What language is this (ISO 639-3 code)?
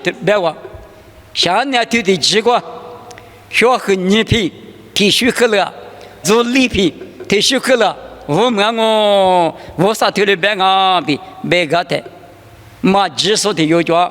lis